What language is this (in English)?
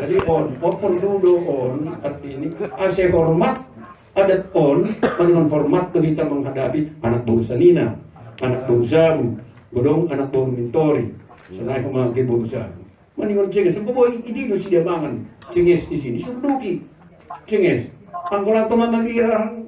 Batak Simalungun